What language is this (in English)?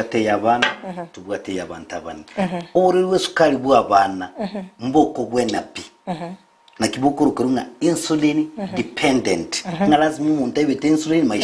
Gusii